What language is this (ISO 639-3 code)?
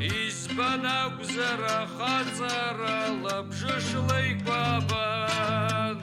abk